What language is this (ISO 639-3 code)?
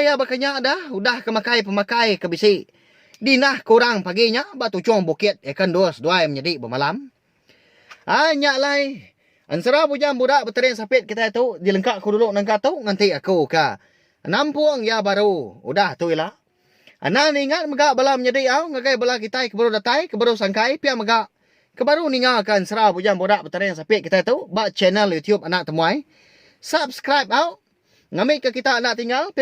iba